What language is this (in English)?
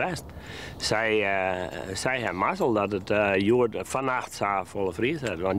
Western Frisian